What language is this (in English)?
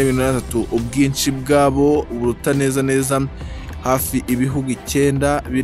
Kinyarwanda